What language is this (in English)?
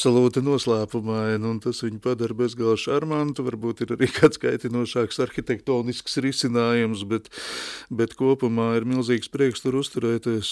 Latvian